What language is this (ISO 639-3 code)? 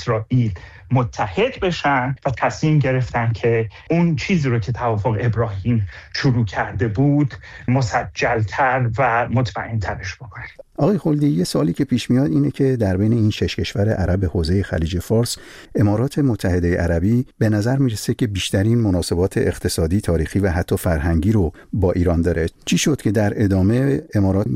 fas